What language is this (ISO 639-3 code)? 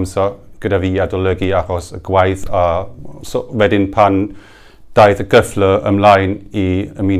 cym